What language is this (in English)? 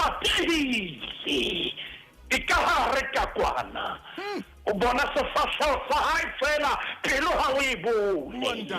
Southern Sotho